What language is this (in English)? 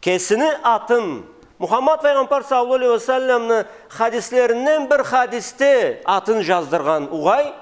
Karachay-Balkar